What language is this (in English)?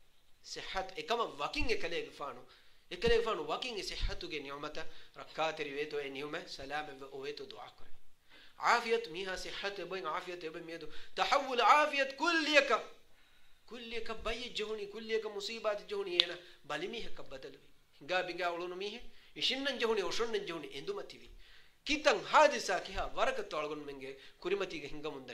Divehi